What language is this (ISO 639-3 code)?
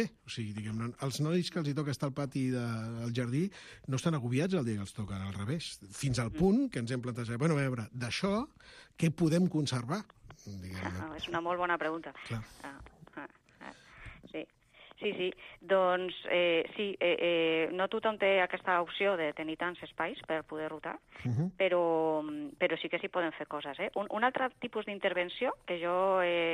cat